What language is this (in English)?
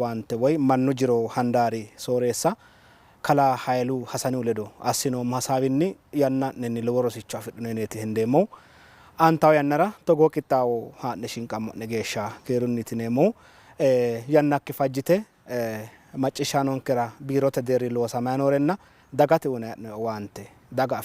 Sidamo